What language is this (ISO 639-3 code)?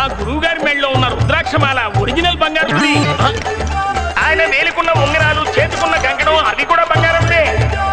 tel